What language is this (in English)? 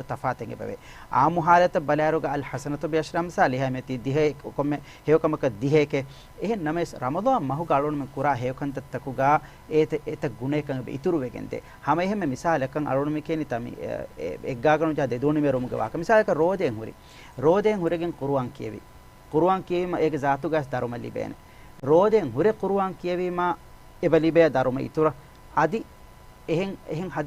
Divehi